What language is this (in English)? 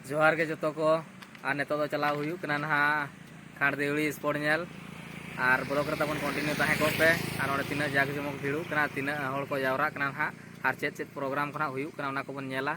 Santali